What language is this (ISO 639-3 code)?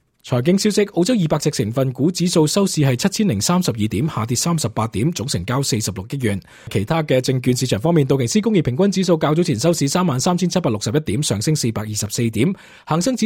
yue